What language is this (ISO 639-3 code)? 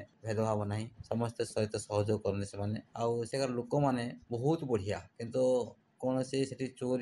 ori